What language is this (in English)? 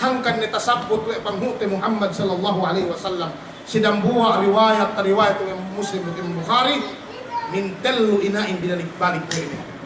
Yakan